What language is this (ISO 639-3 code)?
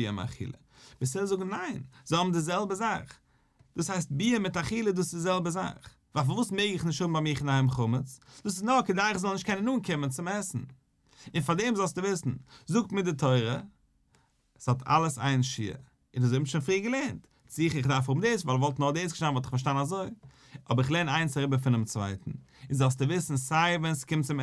yid